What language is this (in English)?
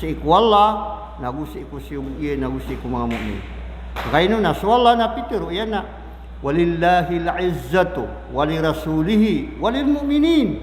Maranao